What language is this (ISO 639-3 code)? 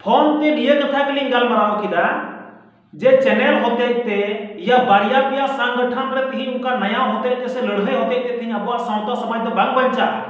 sat